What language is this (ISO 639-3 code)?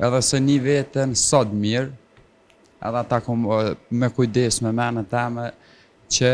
sqi